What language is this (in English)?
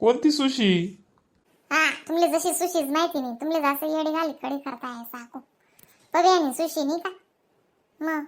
Khandesi